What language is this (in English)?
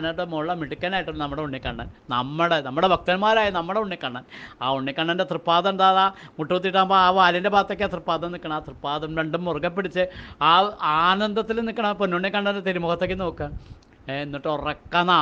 Malayalam